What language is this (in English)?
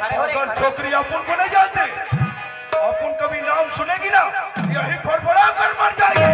Chhattisgarhi